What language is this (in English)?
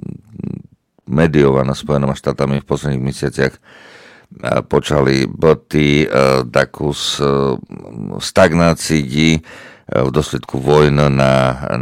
Slovak